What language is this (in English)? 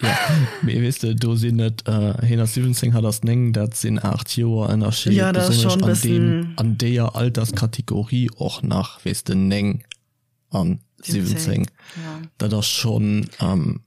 Luxembourgish